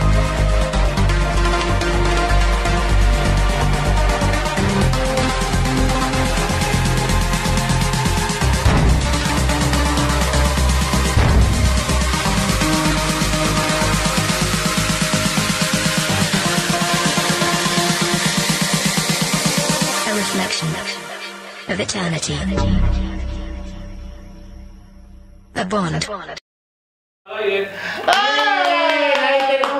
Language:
Spanish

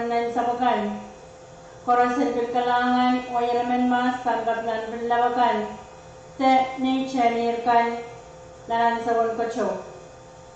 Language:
Pohnpeian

